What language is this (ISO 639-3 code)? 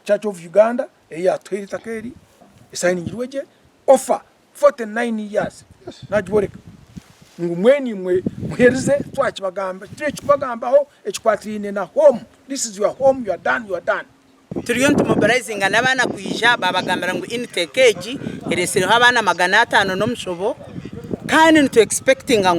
nyn